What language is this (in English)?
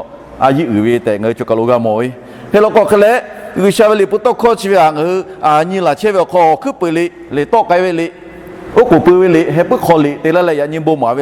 Lahu